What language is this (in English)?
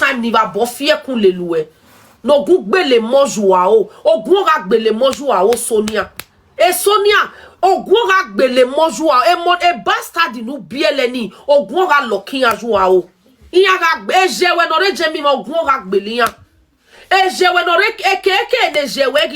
Nigerian Pidgin